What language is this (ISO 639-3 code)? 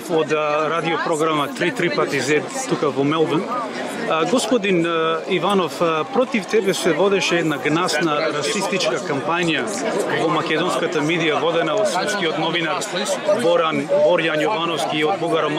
mkd